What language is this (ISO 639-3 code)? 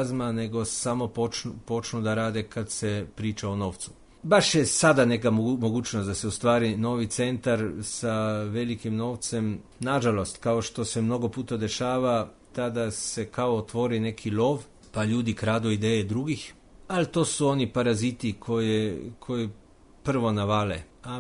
srp